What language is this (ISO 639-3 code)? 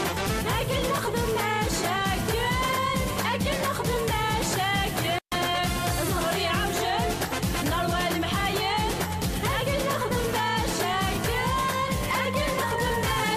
kab